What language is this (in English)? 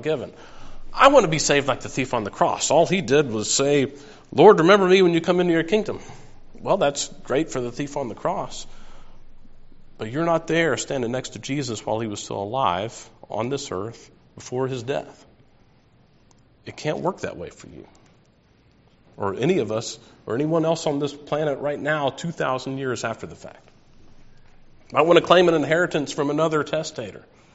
English